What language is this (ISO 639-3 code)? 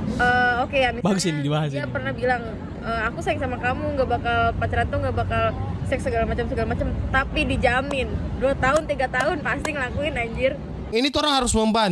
xmm